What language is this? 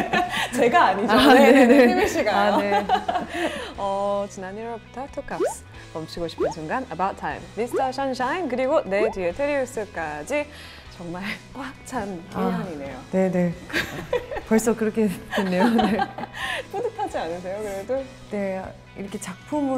Korean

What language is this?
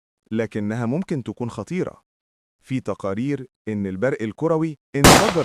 Egyptian Arabic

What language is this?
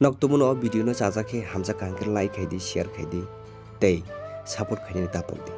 Kok Borok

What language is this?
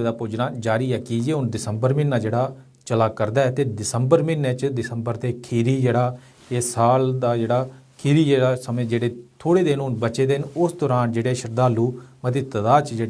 Dogri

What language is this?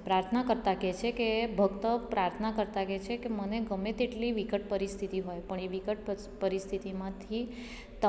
Gujarati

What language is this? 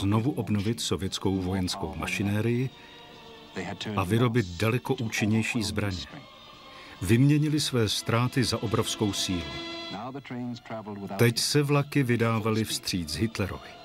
Czech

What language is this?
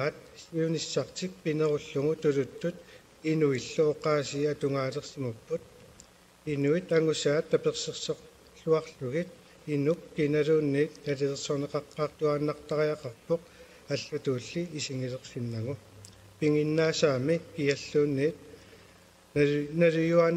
Kalaallisut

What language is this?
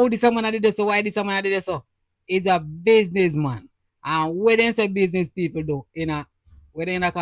Jamaican Creole English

